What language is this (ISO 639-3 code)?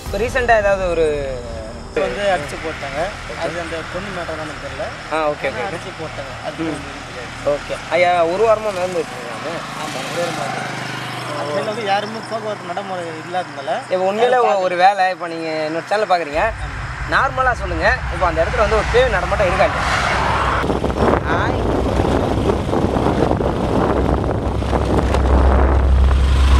tam